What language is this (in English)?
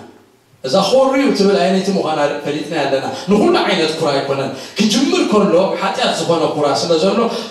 Tigrinya